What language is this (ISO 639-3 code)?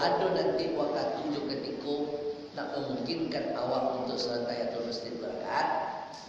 min